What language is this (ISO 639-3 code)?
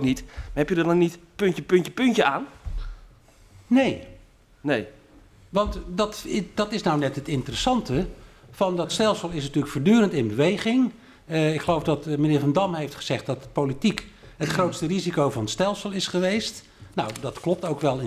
nld